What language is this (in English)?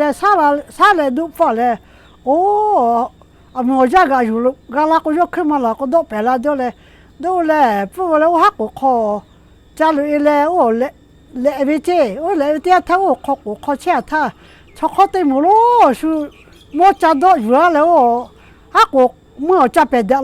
Lahu